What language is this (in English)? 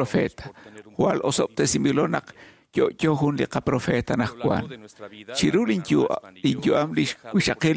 Kekchí